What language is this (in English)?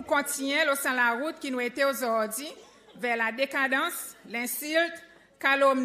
Seselwa Creole French